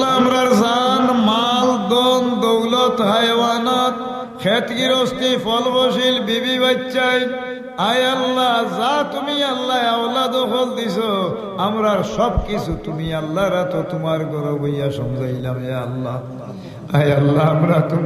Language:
Sylheti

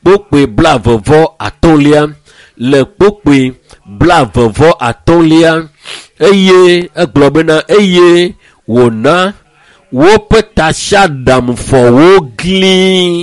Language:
Ewe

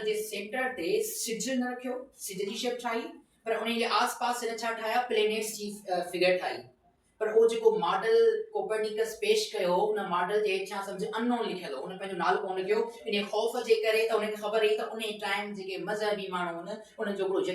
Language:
Sindhi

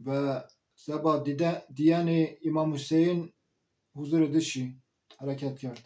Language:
Zaza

